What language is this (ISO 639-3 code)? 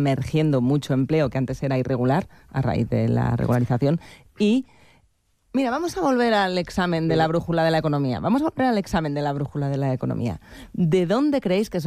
spa